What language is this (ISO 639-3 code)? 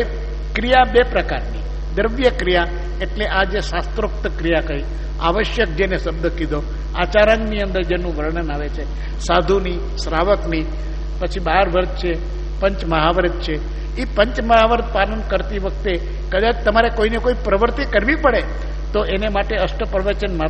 guj